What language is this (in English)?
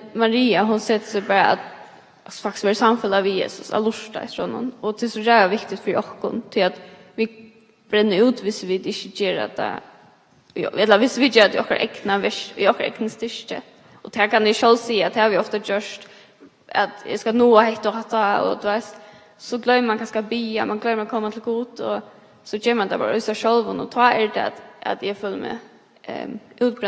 Faroese